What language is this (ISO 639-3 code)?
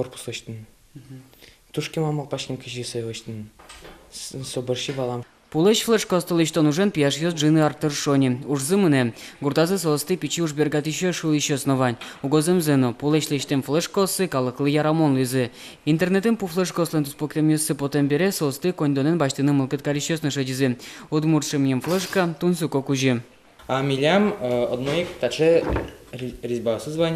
udm